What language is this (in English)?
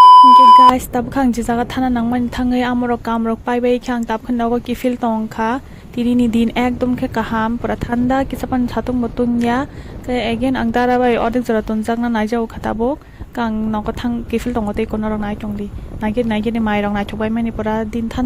Kok Borok